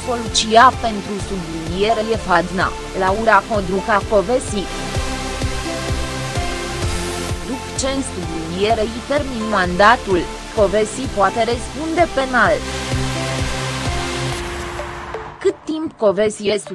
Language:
Romanian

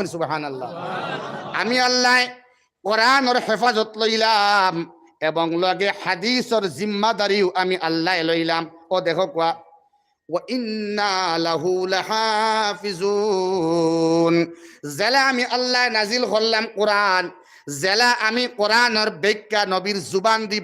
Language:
Sylheti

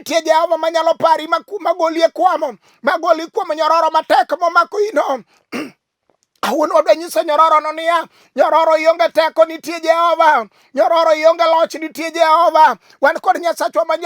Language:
Luo (Kenya and Tanzania)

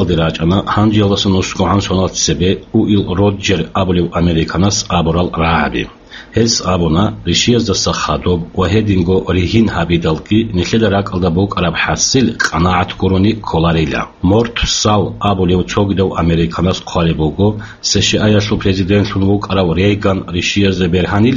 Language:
Avaric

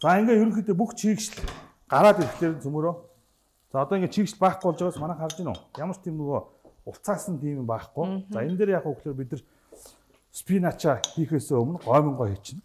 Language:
Mongolian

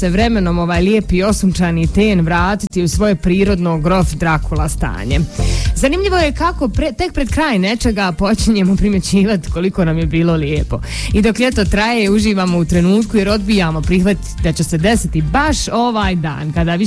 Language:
Croatian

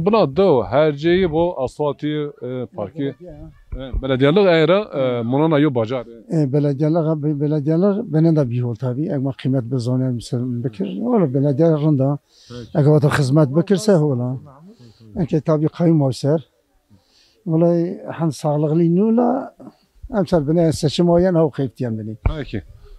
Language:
Zaza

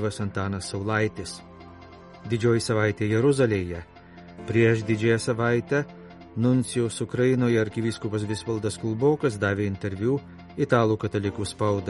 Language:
Lithuanian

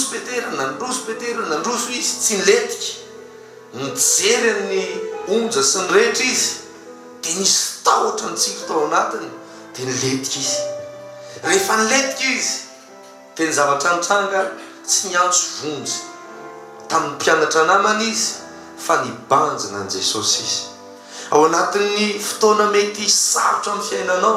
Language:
Malagasy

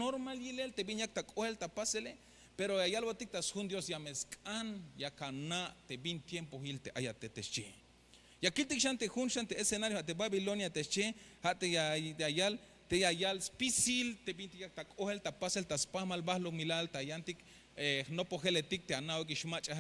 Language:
Tzeltal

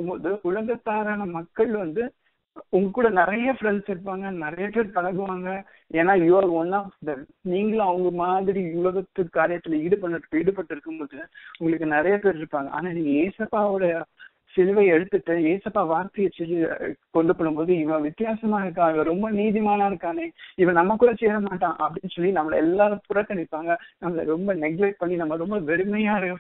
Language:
Tamil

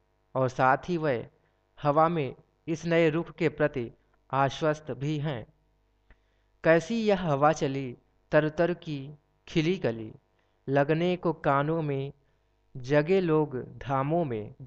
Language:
Hindi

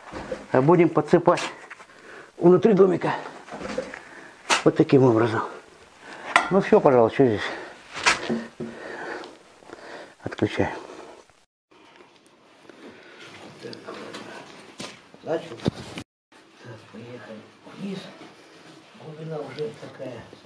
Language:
Russian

